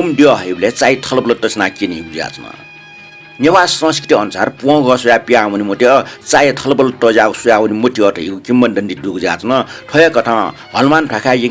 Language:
Newari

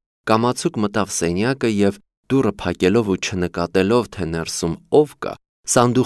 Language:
Armenian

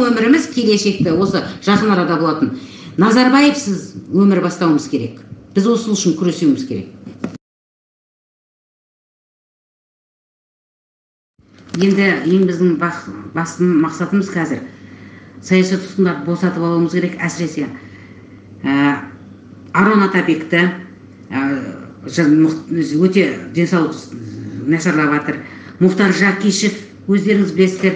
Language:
Kazakh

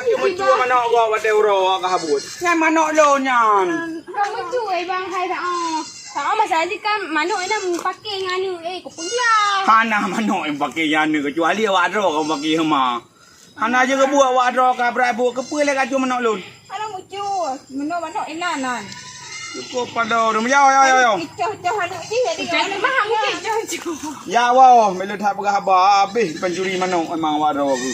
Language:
Achinese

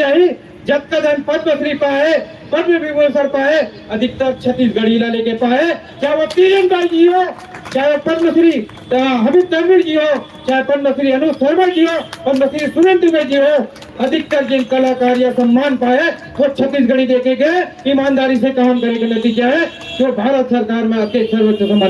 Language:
Chhattisgarhi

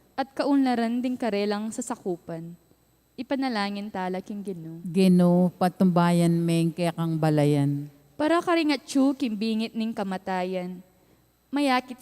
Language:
Pampanga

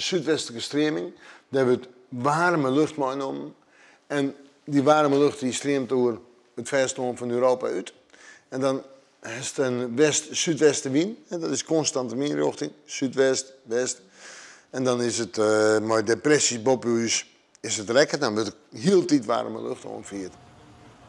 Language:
Western Frisian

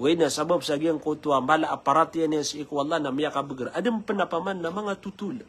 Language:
Maranao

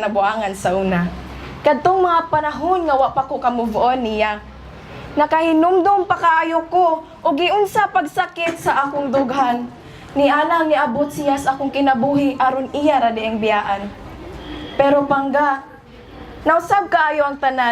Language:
Cebuano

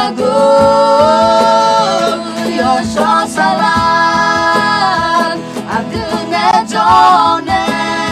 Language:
Akha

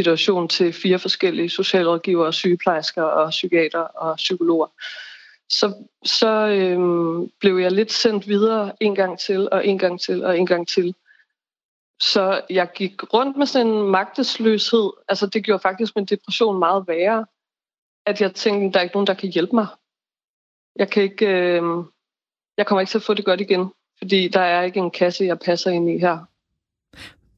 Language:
Danish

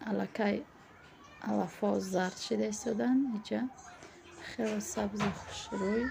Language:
Tajik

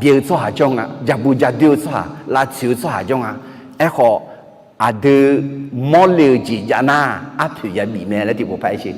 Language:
Akha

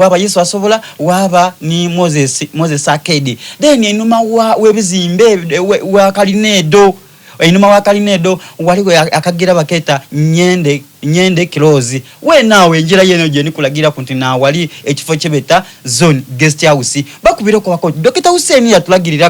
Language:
Soga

